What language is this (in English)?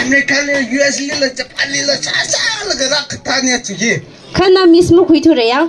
Tangkhul Naga (India)